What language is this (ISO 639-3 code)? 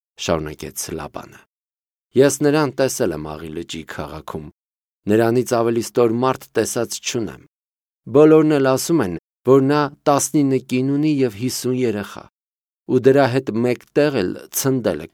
hye